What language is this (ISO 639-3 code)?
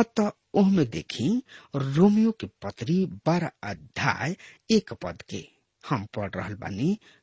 bho